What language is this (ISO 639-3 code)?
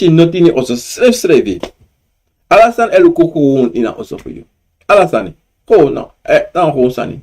srn